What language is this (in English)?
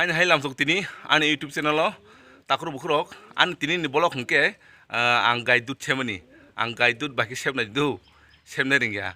Kok Borok